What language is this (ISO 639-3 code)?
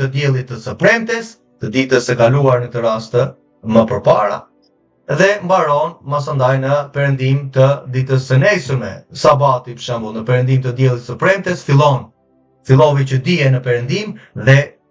sqi